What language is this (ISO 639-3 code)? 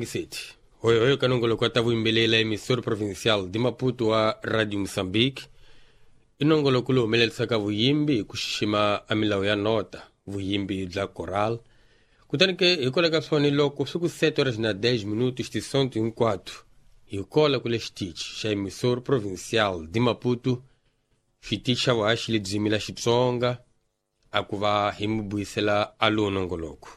tso